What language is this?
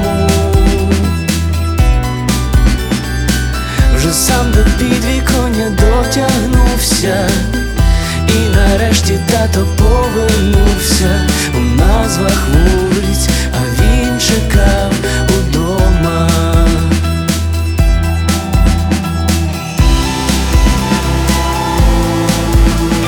Ukrainian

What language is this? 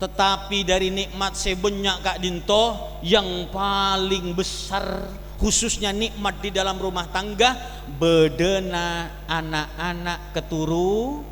Madurese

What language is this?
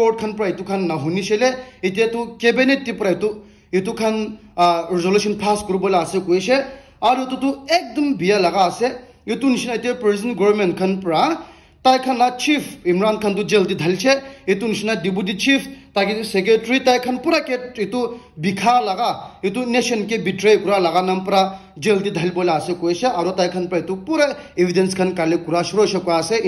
Naga Pidgin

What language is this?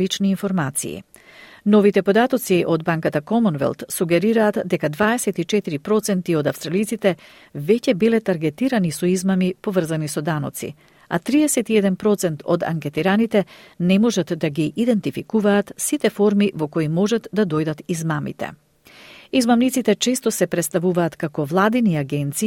Macedonian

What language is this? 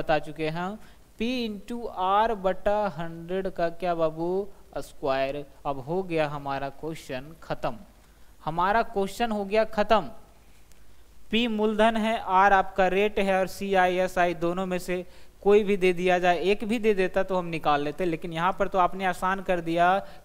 Hindi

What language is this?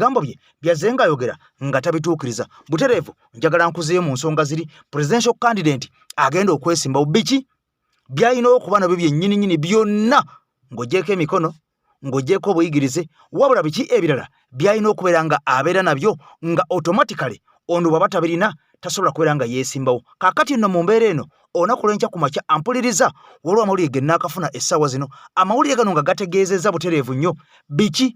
Ganda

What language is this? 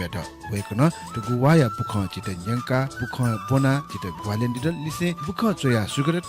Newari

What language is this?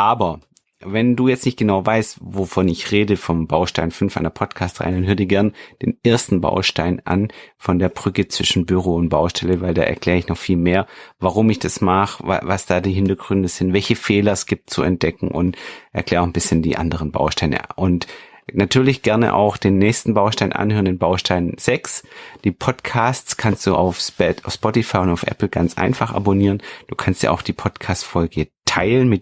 German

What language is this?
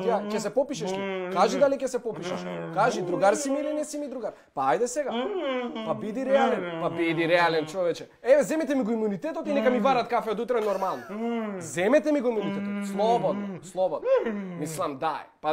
Macedonian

